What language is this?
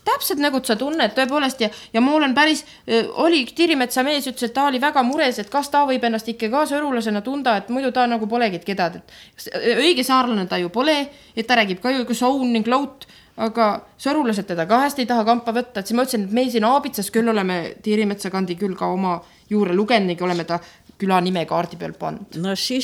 Estonian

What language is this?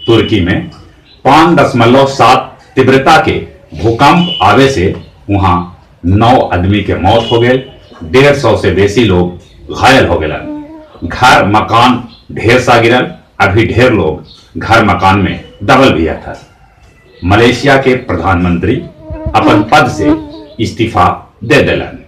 Magahi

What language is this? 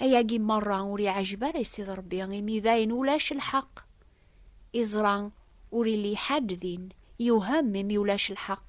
Kabyle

